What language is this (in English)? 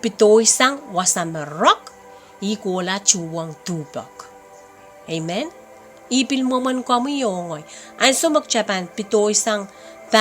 Pohnpeian